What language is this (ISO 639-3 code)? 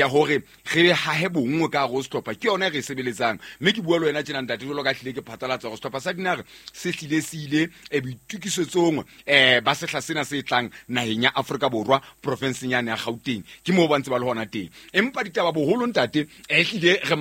sot